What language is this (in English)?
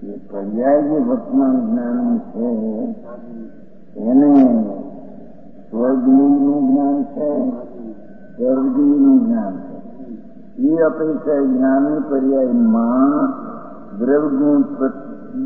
Gujarati